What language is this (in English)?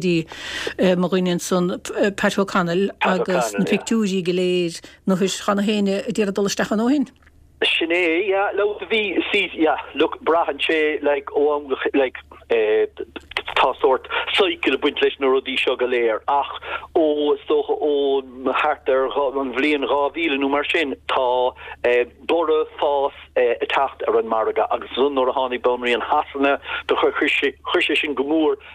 Irish